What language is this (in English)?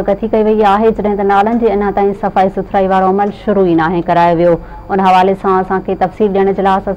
Sindhi